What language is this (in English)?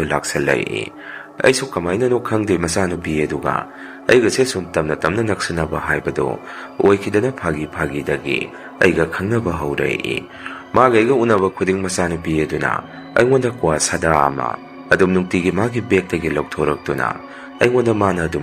Manipuri